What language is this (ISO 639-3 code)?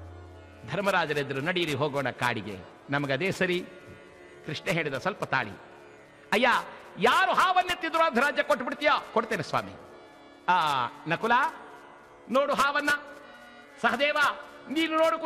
kan